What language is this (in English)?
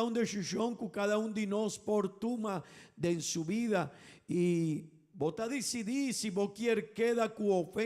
Papiamento